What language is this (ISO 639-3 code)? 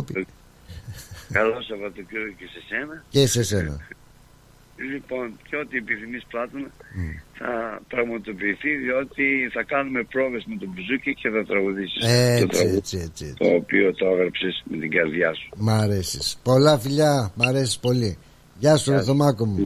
ell